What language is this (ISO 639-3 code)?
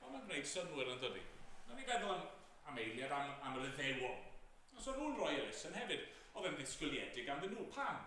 cym